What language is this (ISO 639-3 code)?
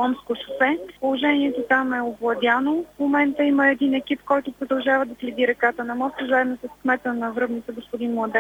bul